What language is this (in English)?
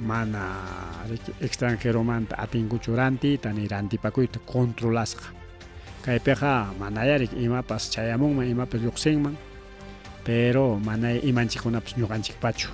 Ayacucho Quechua